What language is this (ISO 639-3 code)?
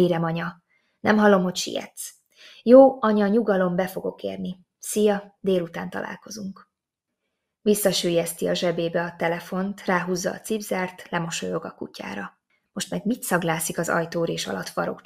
hun